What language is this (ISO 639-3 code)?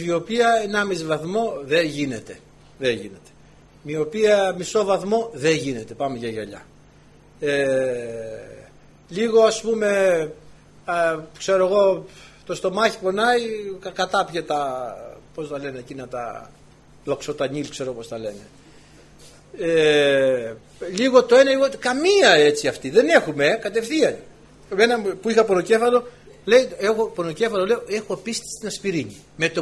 ell